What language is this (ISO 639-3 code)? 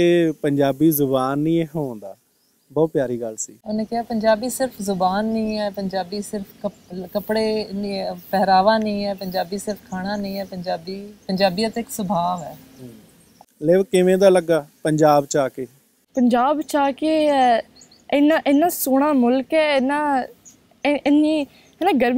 pan